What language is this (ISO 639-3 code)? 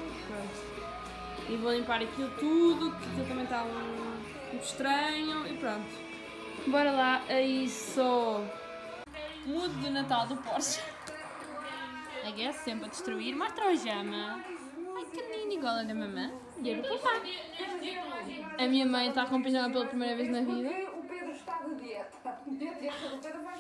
por